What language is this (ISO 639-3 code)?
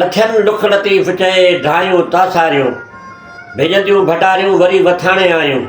snd